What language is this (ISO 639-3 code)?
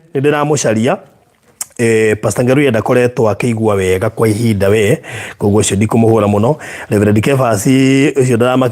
kik